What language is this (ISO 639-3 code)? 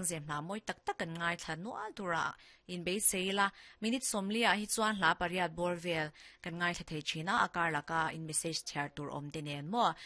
lus